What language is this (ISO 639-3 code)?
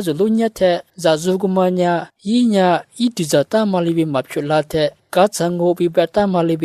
lis